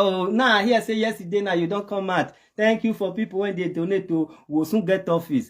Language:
Nigerian Pidgin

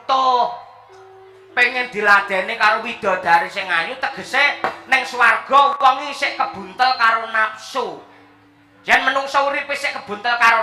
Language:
Javanese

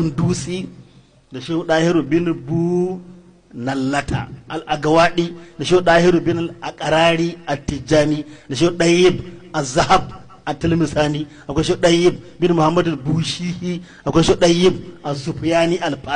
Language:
Hausa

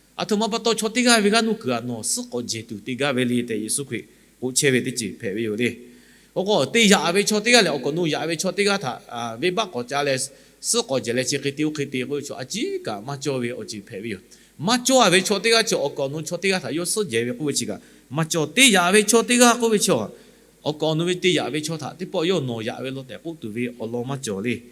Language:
Lahu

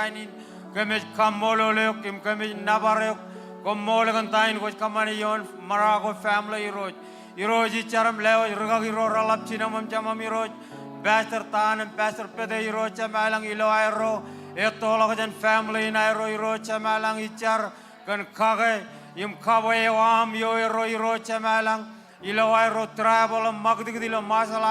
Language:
Marshallese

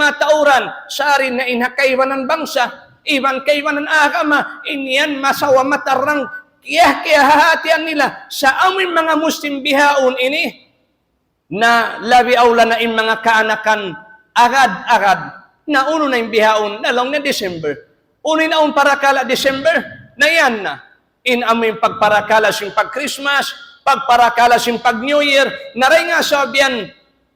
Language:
Tausug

